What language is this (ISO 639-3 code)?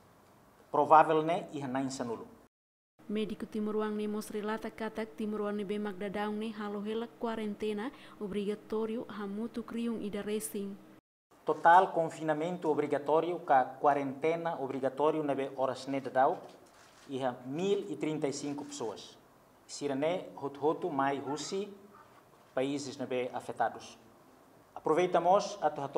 tet